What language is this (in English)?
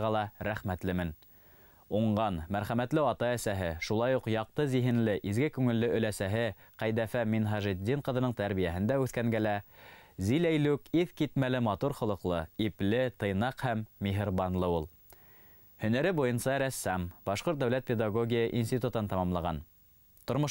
Bashkir